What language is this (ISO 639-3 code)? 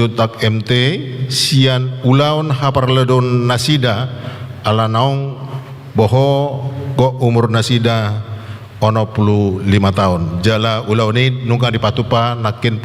bbc